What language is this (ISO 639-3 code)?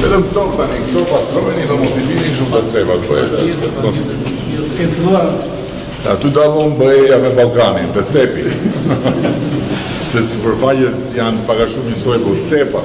sqi